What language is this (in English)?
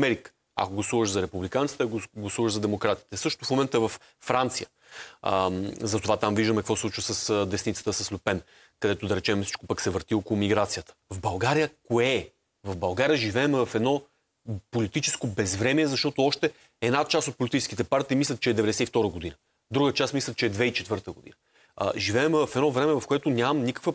Bulgarian